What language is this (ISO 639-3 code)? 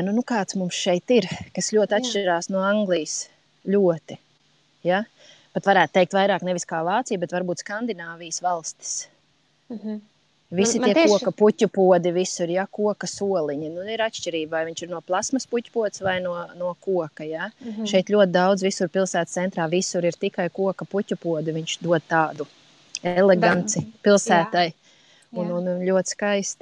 lav